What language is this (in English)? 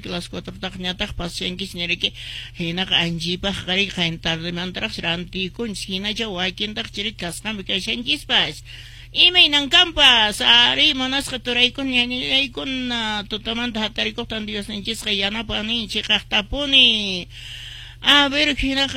Quechua